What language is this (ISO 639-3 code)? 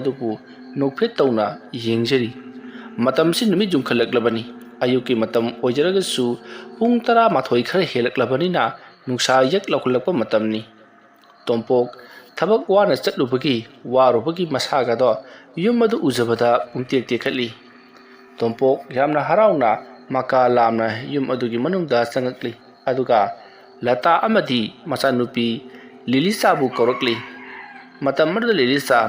mni